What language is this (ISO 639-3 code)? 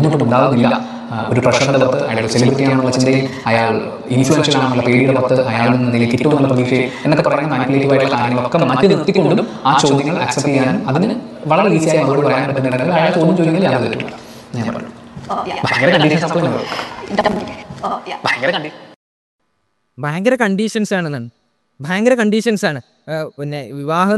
mal